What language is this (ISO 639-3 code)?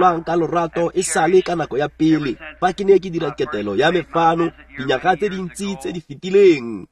tsn